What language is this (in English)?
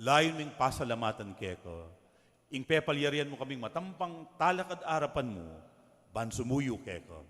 Pampanga